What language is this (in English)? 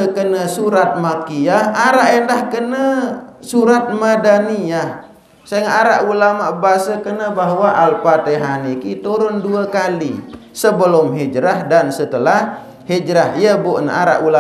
Sasak